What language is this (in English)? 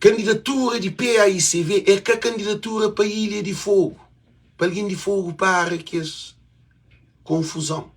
Kabuverdianu